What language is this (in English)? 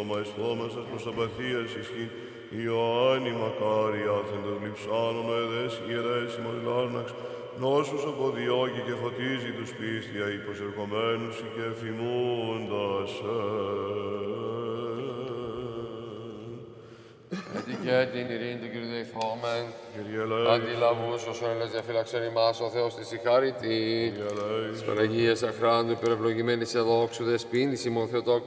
Greek